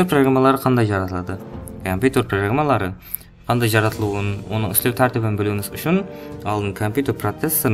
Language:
Kara-Kalpak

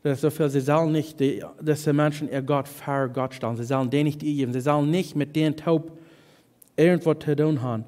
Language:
Plautdietsch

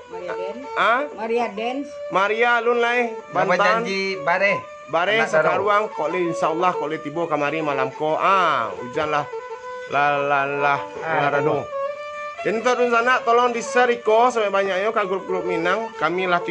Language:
Minangkabau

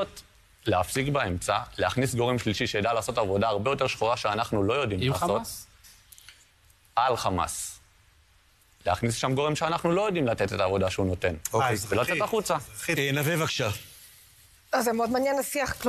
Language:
Hebrew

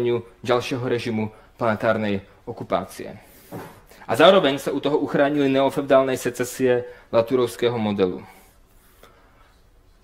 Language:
Slovak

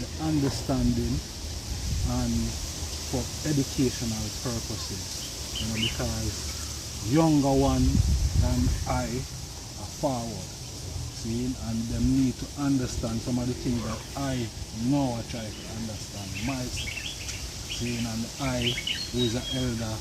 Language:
Jamaican Creole English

